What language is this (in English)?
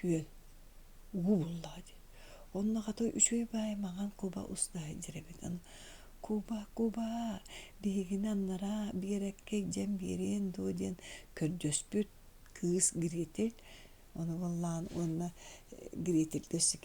Yakut